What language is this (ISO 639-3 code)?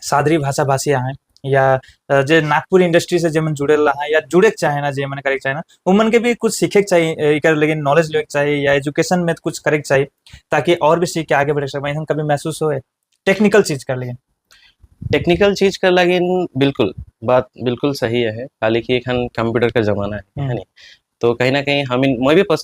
sck